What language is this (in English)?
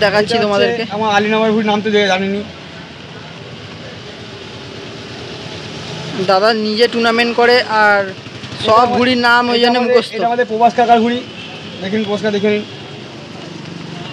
Bangla